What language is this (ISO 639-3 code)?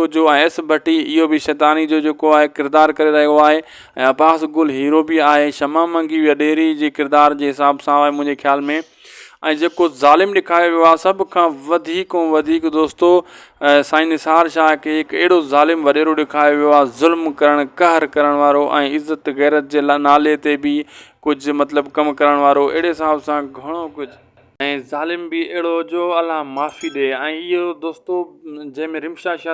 snd